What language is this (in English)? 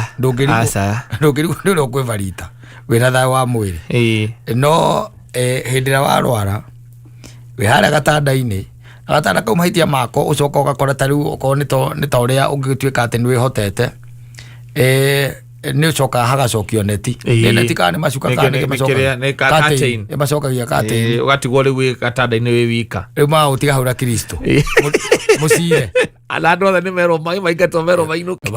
Kikuyu